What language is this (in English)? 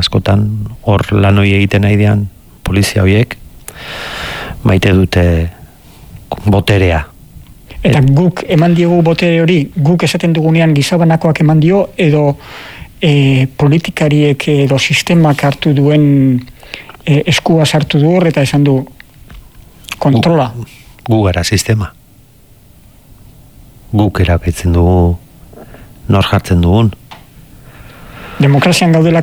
Basque